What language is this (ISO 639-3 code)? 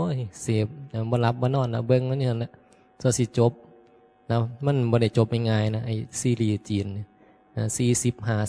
tts